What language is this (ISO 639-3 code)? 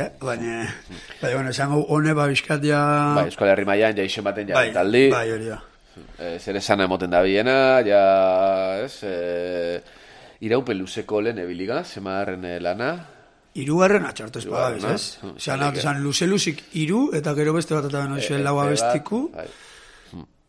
eus